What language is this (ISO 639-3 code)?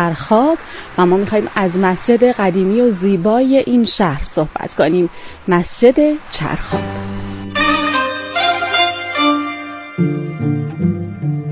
fas